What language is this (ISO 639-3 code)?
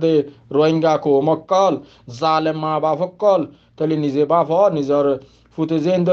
rhg